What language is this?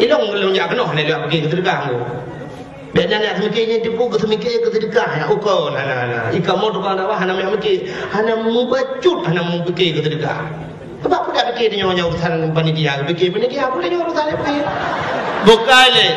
Achinese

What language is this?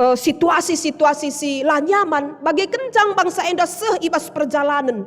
Batak Karo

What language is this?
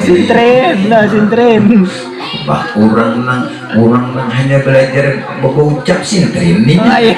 Banjar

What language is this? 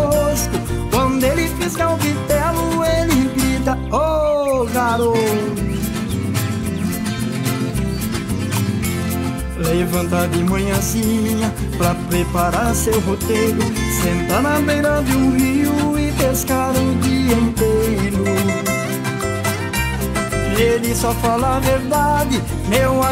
Portuguese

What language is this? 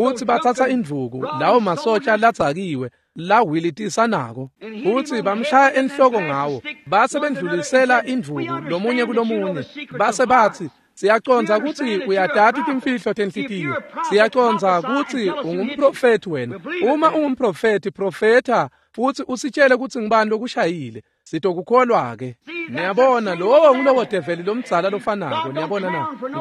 Swati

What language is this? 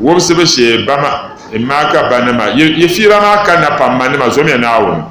Dagbani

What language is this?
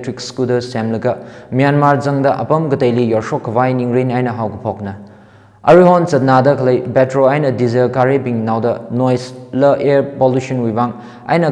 Tangkhul Naga (India)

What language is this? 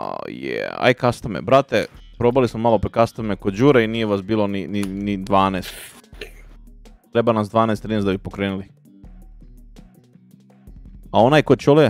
Serbian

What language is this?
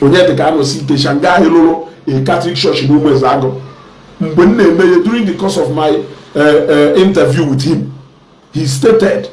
Igbo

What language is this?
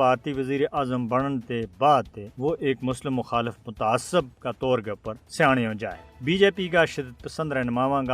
Gujari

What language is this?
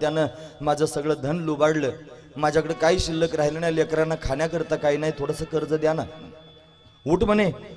Marathi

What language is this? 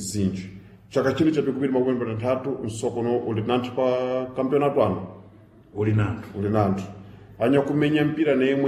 Sena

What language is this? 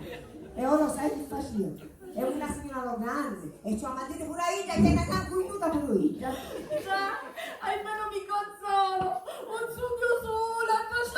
Sicilian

